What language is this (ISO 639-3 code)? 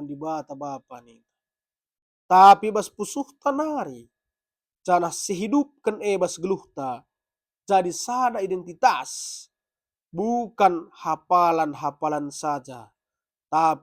btx